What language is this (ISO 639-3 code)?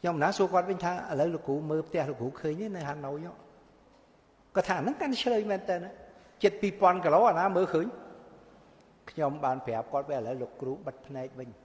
khm